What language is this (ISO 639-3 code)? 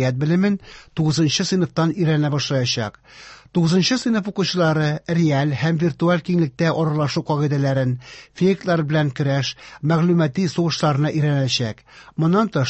tat